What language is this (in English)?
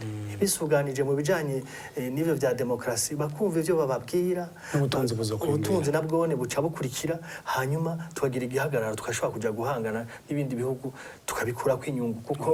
Rundi